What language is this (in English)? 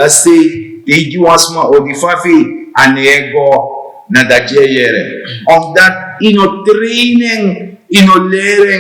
Sranan Tongo